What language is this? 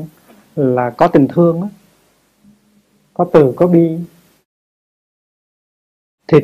Vietnamese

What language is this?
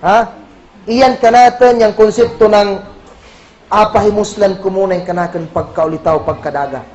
Kagan Kalagan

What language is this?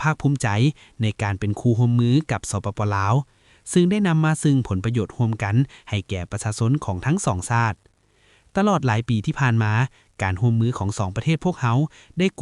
Lao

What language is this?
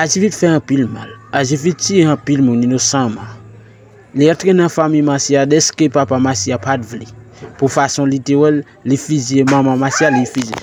Haitian Creole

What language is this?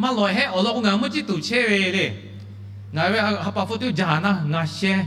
Lahu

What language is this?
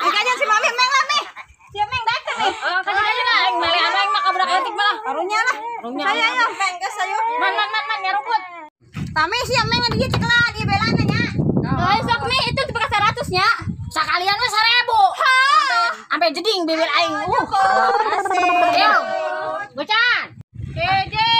Sundanese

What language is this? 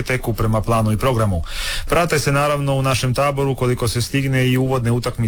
Croatian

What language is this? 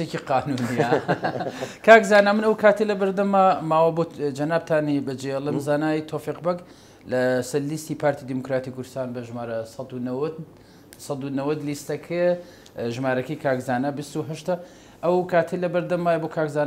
Central Kurdish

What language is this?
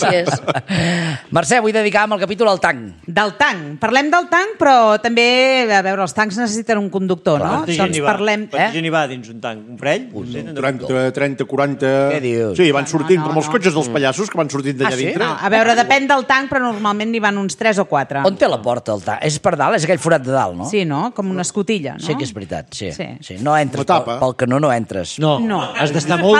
Catalan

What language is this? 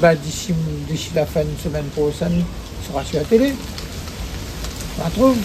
Réunion Creole French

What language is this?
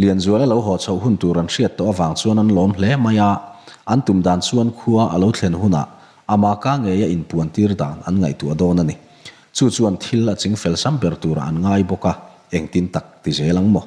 Mizo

